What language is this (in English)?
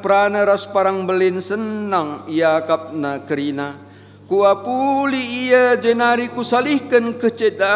Batak Karo